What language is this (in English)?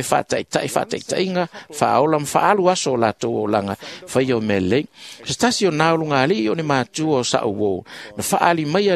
Samoan